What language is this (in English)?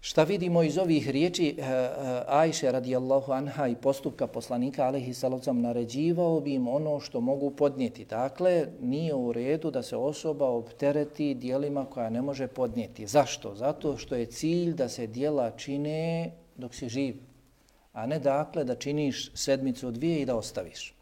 Bosnian